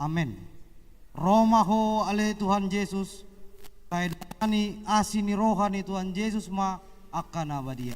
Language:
Batak Toba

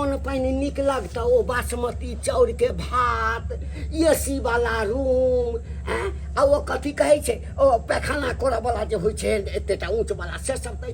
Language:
Maithili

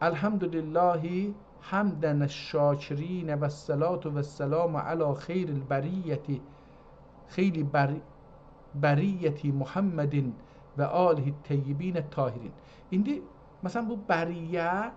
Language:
South Azerbaijani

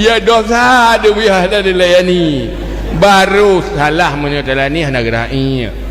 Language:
Achinese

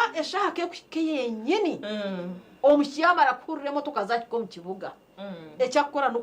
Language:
Nyankole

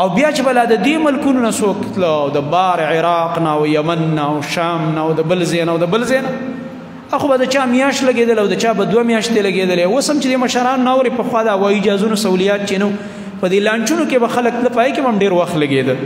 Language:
Pashto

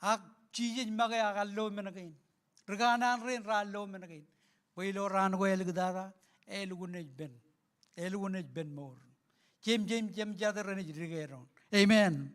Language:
Marshallese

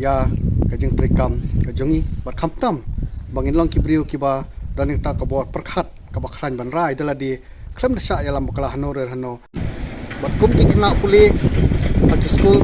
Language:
Khasi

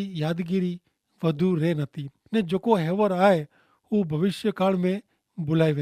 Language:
Kachhi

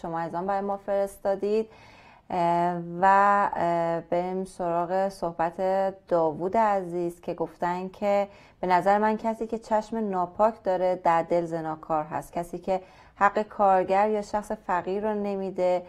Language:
Persian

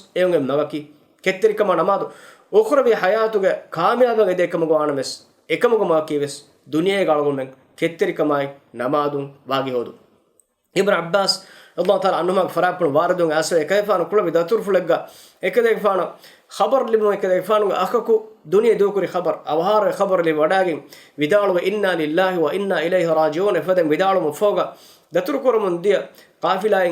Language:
Divehi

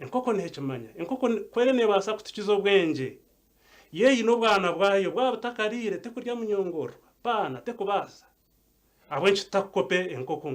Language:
Nyankole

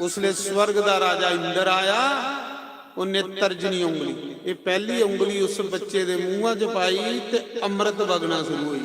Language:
Dogri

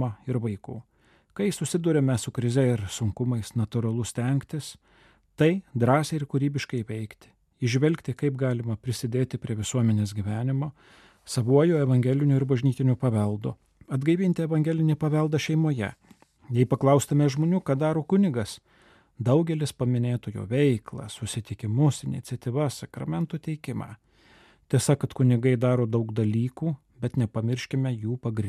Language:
Lithuanian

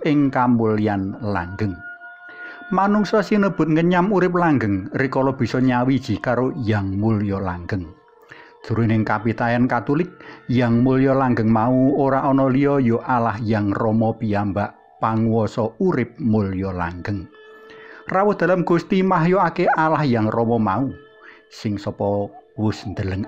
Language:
Javanese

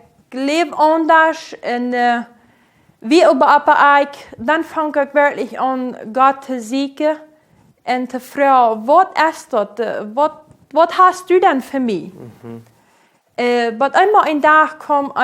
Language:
Plautdietsch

